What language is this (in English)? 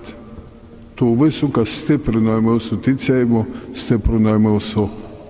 Latgalian